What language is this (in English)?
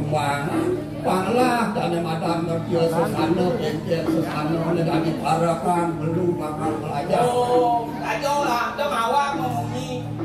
Balinese